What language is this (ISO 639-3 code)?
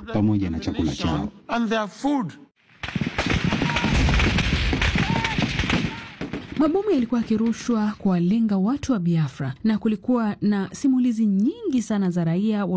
swa